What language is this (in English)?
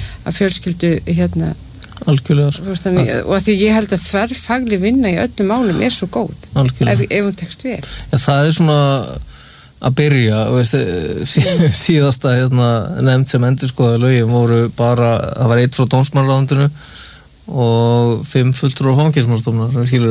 Icelandic